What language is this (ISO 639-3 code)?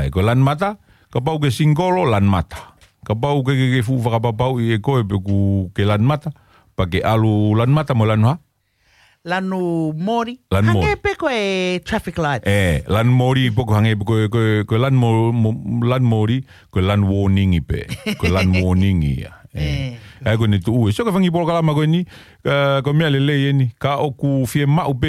ton